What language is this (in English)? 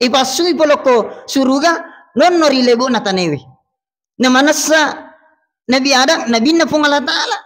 Buginese